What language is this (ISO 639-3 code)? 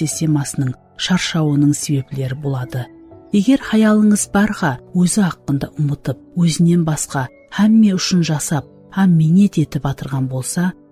kaa